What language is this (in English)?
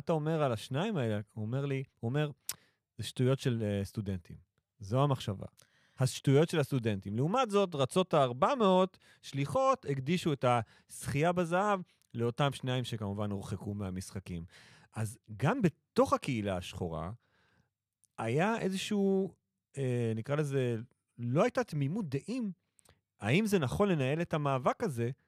Hebrew